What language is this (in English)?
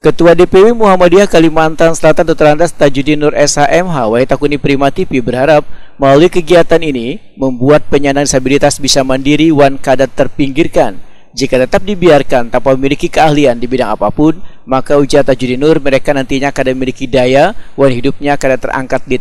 Banjar